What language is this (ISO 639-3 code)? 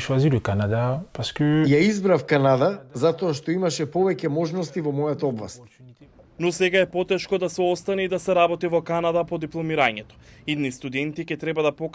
mkd